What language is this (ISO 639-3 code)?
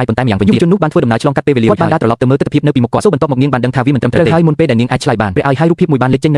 khm